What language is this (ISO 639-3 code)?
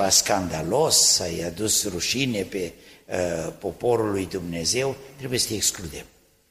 ron